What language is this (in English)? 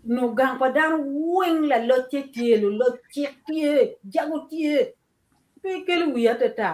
Acoli